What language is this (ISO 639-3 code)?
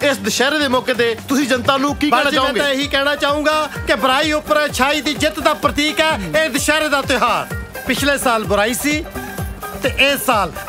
pan